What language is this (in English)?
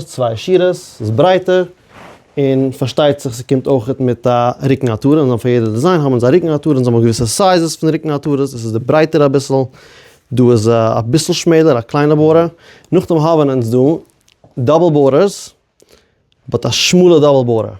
Yiddish